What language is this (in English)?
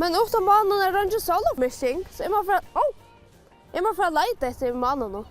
Faroese